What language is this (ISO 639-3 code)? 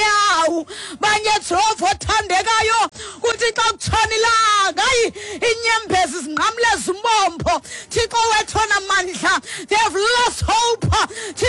xho